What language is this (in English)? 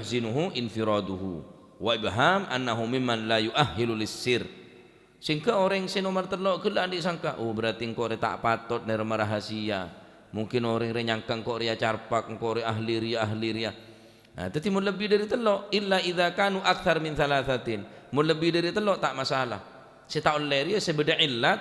Madurese